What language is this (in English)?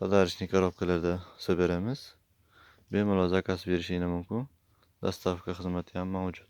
Uzbek